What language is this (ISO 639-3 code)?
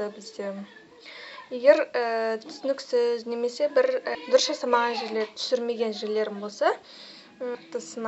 kaz